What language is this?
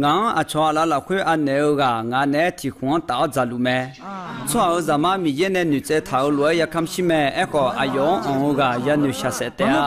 Akha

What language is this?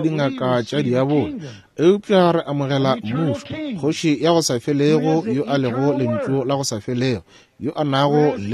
Northern Sotho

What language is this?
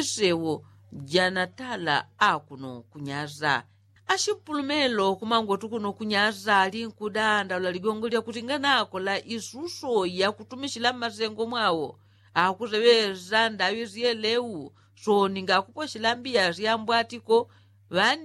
Yao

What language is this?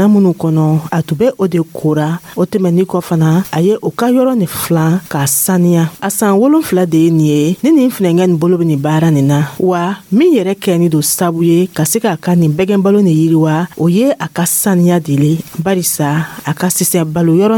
Dyula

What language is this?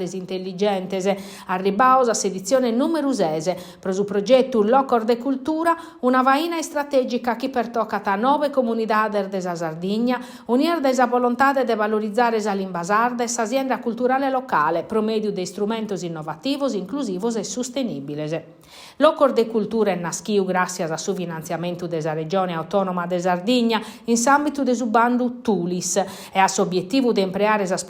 Sardinian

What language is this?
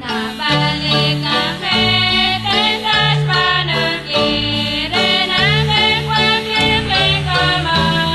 Kekchí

